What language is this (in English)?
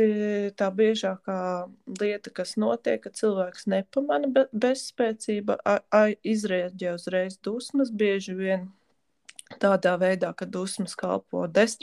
Latvian